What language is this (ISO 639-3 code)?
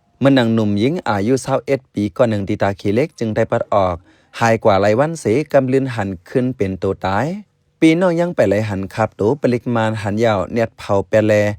shn